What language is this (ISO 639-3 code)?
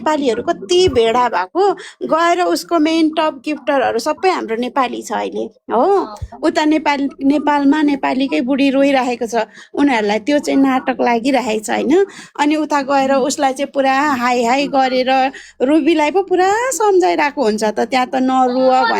nep